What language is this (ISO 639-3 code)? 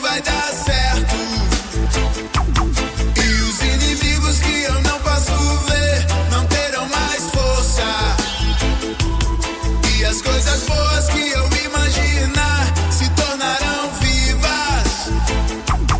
por